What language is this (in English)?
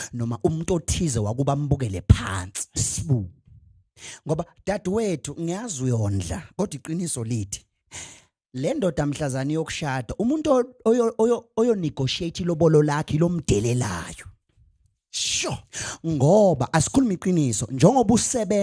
Zulu